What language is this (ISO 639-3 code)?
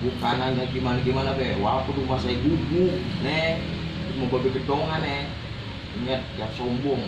bew